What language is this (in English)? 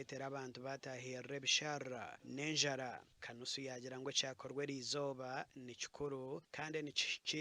Nyankole